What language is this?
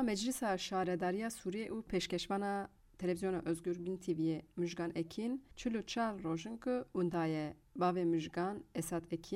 Kurdish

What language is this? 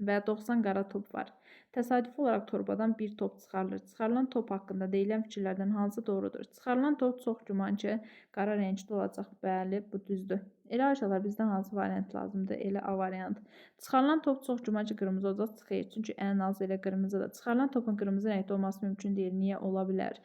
Azerbaijani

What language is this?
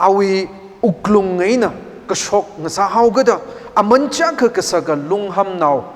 Tangkhul Naga (India)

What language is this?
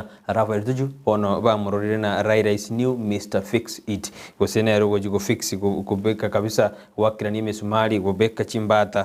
Gusii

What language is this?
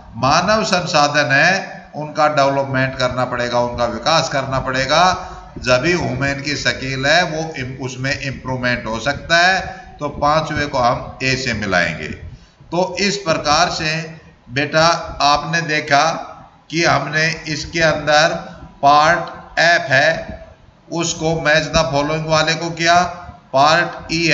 Hindi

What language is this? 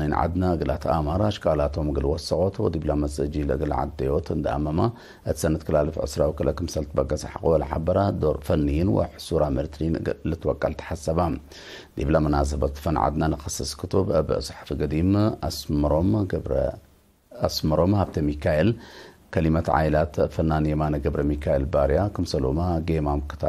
Tigre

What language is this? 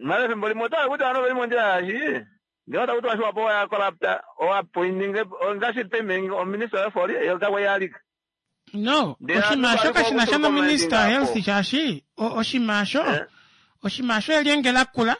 Kuanyama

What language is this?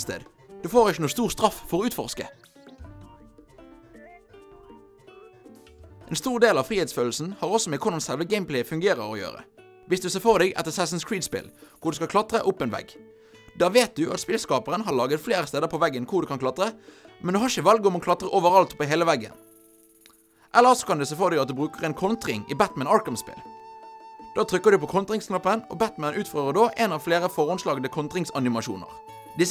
Norwegian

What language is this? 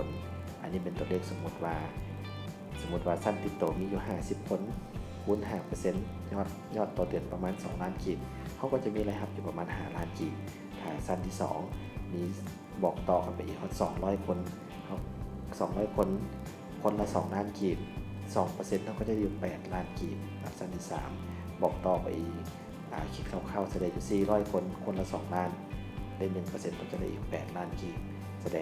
Lao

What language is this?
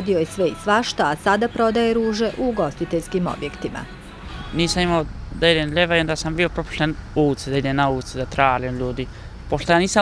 Bosnian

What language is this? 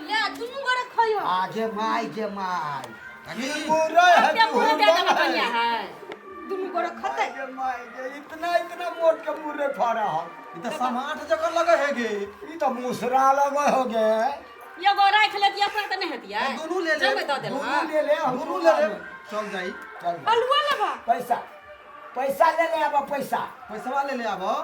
Maithili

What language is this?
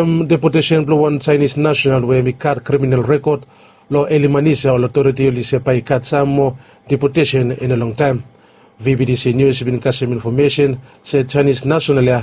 Bislama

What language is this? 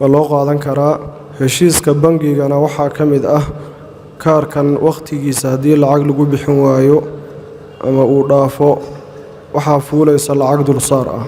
Somali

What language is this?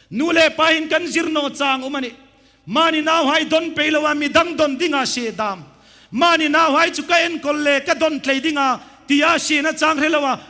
Hmar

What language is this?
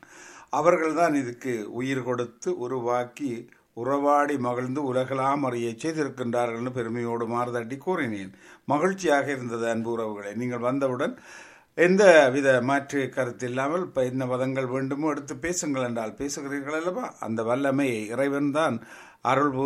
Tamil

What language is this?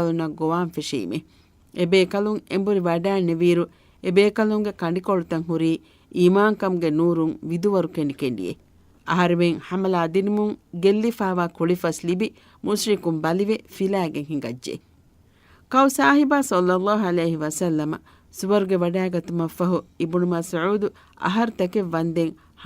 Divehi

